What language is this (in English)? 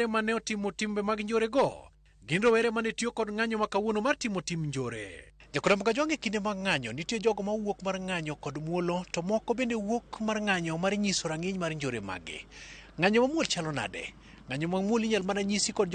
Luo (Kenya and Tanzania)